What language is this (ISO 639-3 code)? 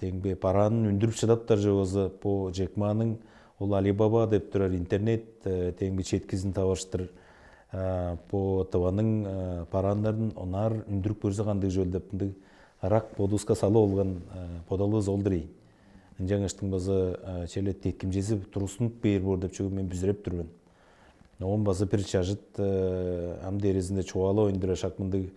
tyv